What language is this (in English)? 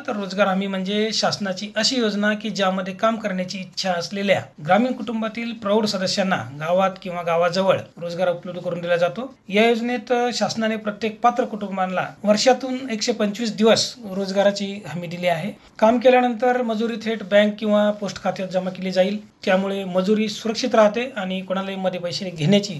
Marathi